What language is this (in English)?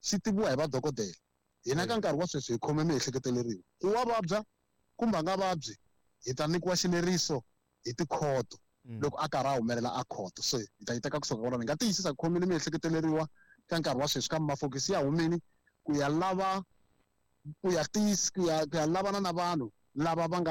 Tsonga